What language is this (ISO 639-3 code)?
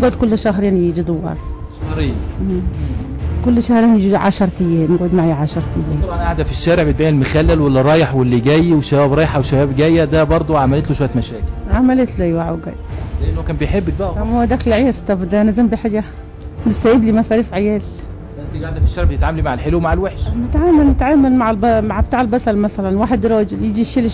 arz